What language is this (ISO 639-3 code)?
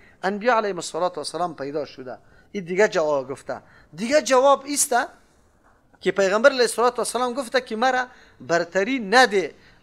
fas